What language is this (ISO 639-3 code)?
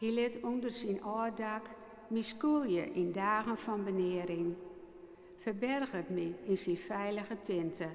fry